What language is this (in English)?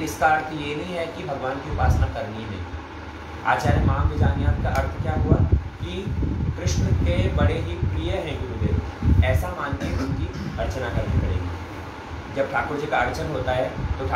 Hindi